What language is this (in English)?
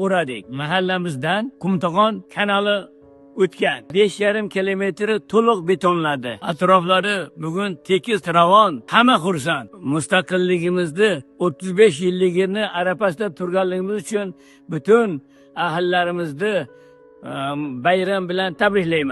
Uzbek